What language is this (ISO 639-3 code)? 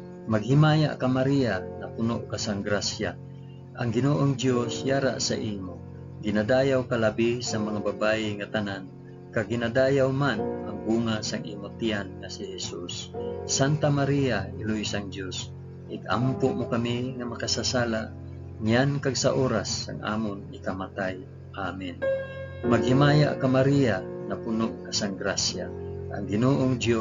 hil